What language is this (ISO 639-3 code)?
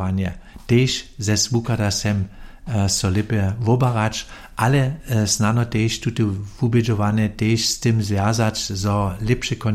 hsb